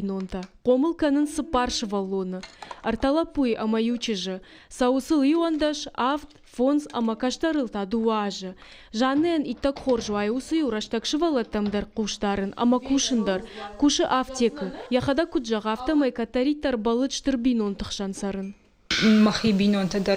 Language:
Ossetic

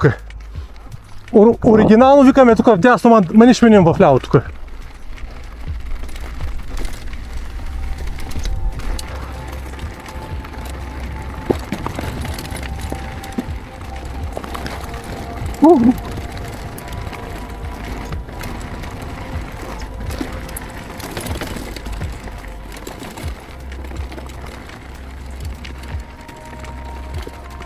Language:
Bulgarian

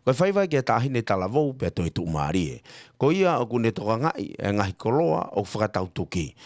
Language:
Tongan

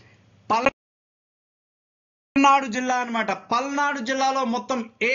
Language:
Telugu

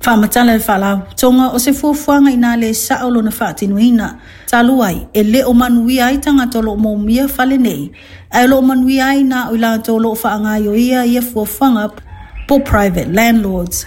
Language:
Samoan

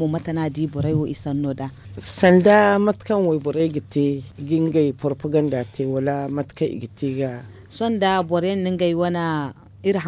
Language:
Zarma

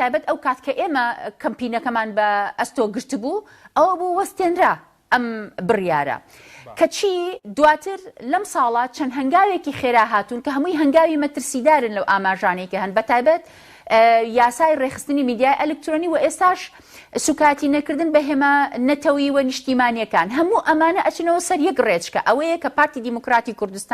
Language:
Central Kurdish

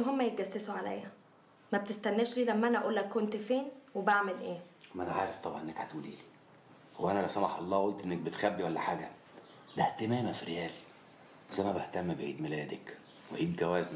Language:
Egyptian Arabic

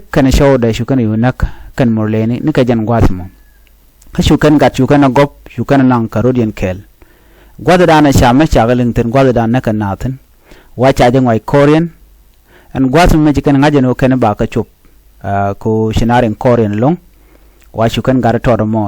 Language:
Nuer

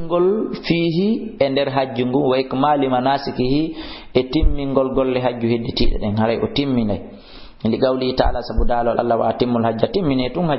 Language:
Fula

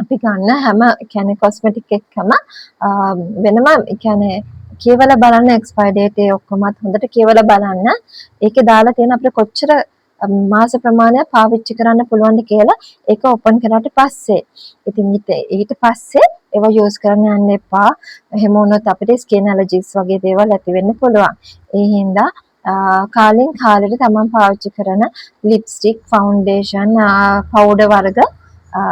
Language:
Sinhala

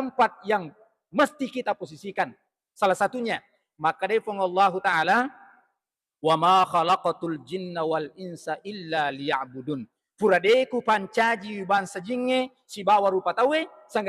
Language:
Buginese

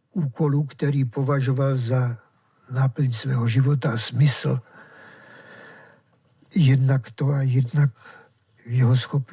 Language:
Czech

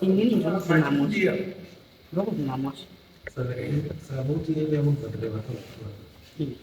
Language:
Shona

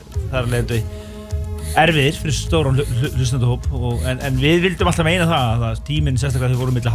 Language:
Icelandic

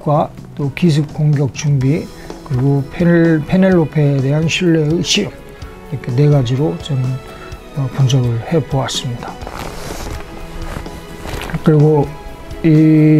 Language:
Korean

